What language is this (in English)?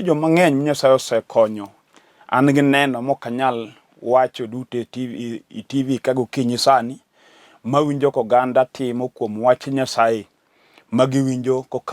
Luo (Kenya and Tanzania)